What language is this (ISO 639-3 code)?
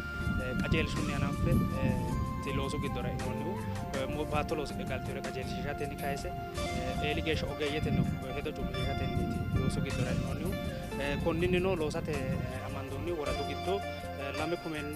sid